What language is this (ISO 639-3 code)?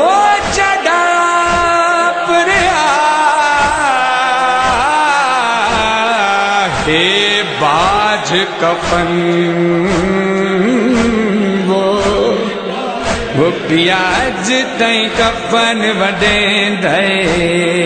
urd